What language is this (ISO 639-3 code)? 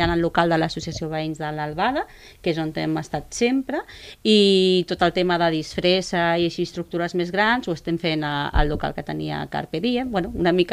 cat